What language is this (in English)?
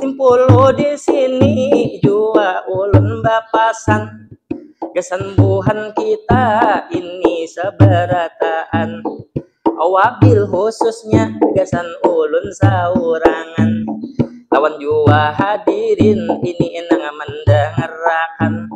Banjar